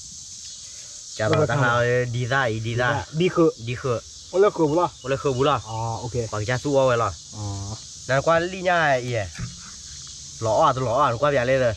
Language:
S'gaw Karen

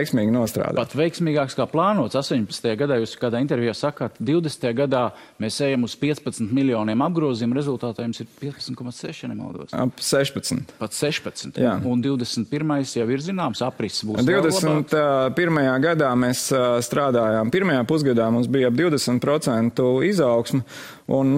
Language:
Latvian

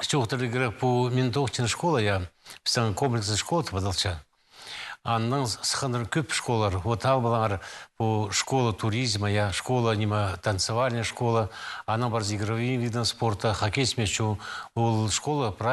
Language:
Khakas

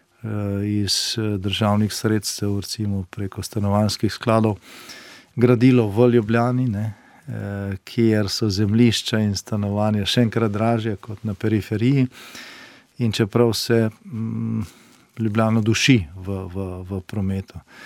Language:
Slovenian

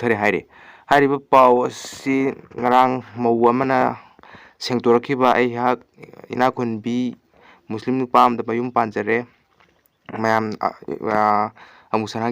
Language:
Manipuri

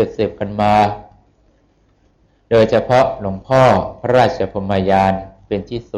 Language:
Thai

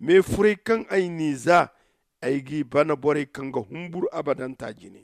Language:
Zarma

